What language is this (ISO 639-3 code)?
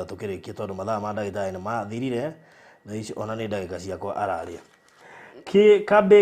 kik